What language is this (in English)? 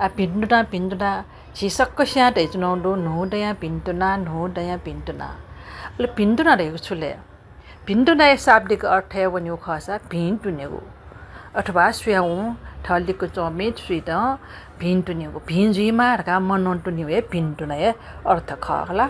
Newari